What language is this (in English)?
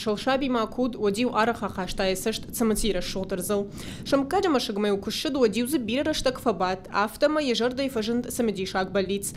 Ossetic